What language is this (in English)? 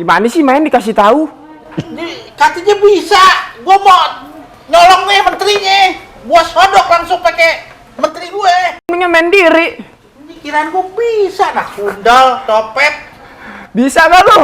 Betawi